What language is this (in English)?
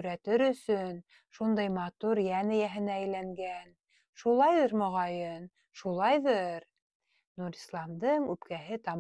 Bashkir